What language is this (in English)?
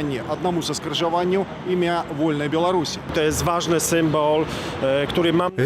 Belarusian